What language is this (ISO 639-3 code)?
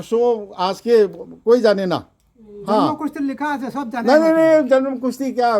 mni